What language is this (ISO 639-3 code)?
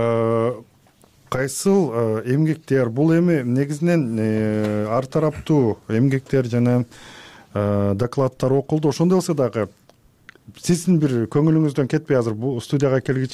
kir